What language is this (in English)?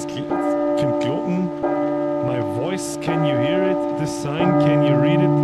Bavarian